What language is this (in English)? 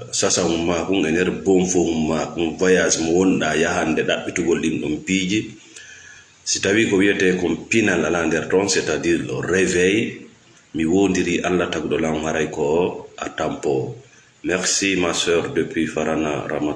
Fula